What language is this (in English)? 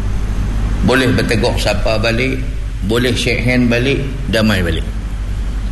Malay